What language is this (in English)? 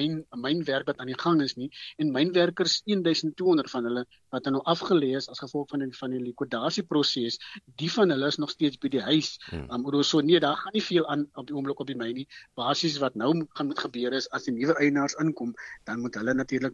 Afrikaans